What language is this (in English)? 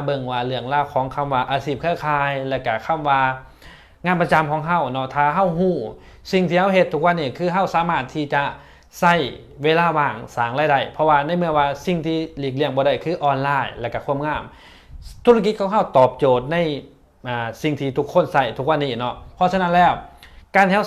Lao